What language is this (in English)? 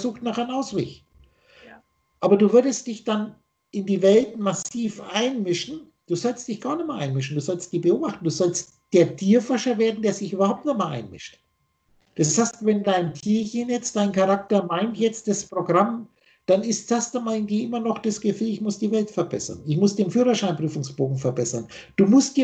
German